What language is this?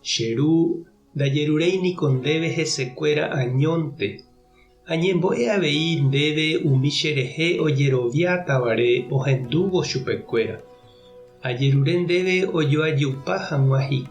Guarani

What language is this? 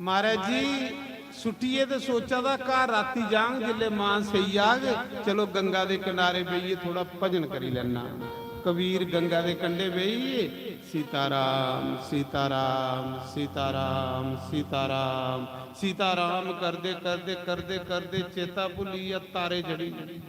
Dogri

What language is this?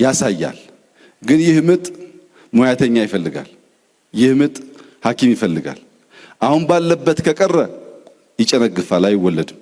Amharic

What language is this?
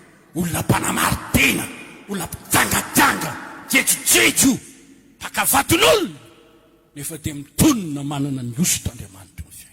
Malagasy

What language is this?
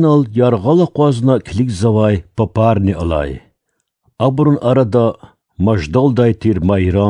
Lezghian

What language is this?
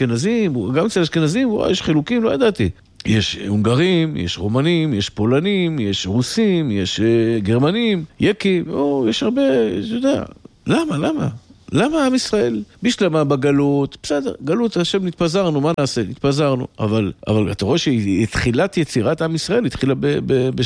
Hebrew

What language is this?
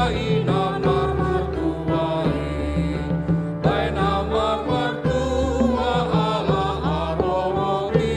Batak Toba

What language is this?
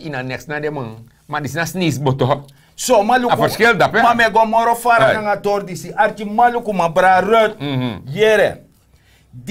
Sranan Tongo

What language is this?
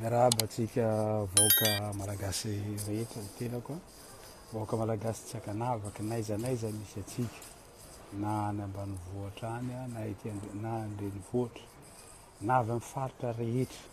Malagasy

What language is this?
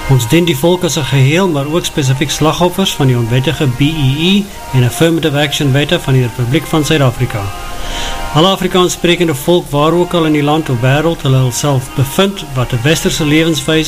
Afrikaans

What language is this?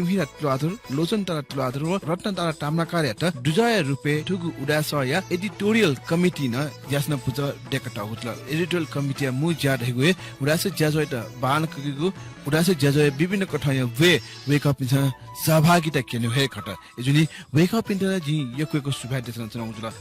Newari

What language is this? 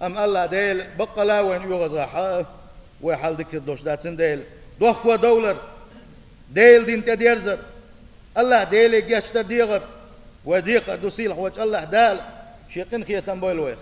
Chechen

